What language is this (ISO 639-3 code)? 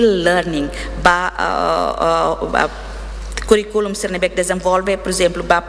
tet